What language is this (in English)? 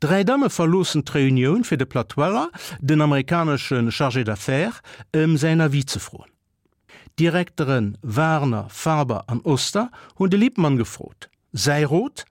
Luxembourgish